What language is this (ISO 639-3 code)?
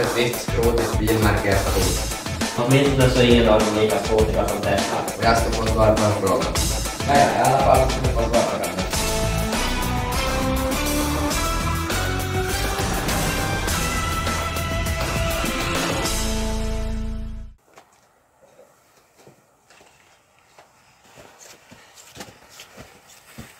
swe